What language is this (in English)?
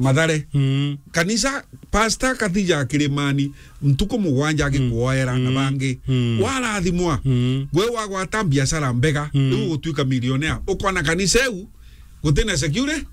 Meru